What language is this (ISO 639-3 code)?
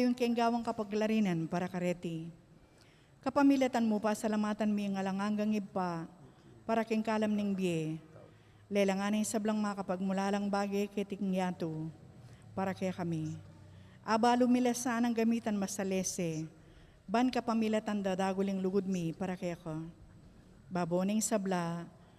pam